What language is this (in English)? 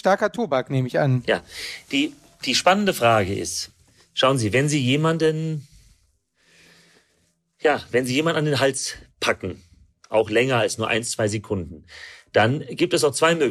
German